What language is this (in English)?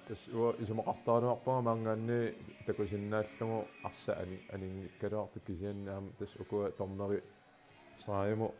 Kalaallisut